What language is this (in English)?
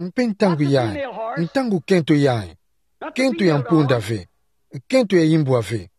Kituba (Democratic Republic of Congo)